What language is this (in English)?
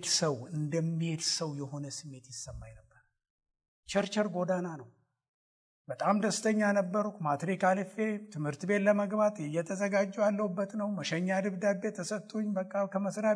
Amharic